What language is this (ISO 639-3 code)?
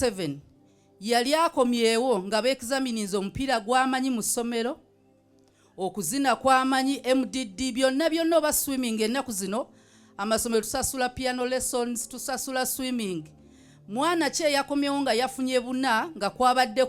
lug